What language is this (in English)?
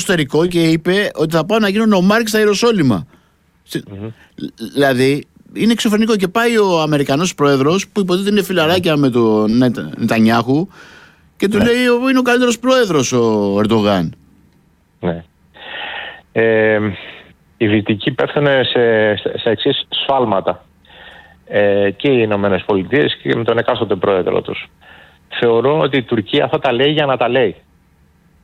Greek